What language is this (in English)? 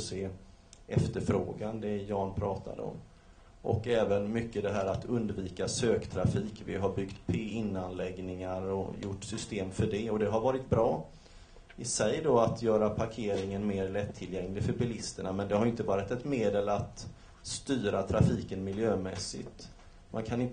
Swedish